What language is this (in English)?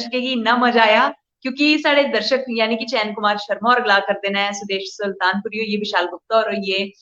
Dogri